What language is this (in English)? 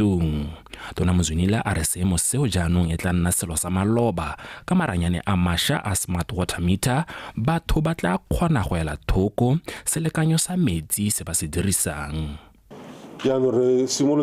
Tswana